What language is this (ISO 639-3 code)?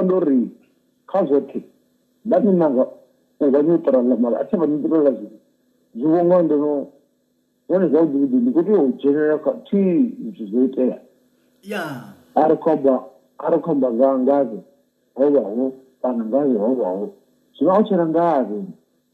ven